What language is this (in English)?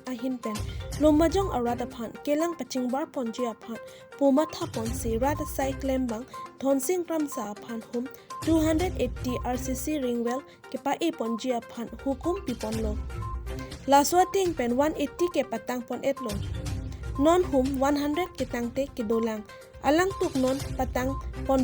Karbi